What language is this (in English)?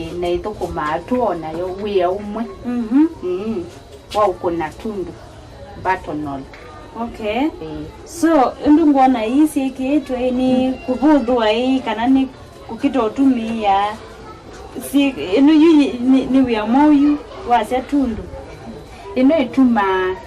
Kamba